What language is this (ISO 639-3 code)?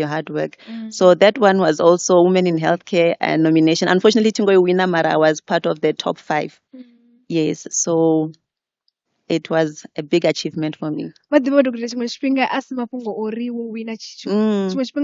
ven